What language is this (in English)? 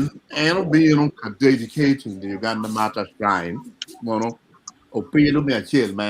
Acoli